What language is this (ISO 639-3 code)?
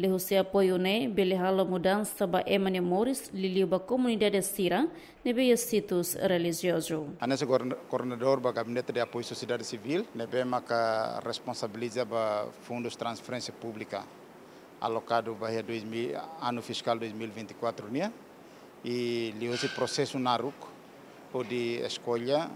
tet